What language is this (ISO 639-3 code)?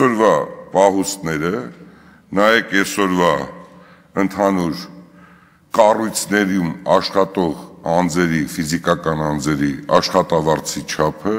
hye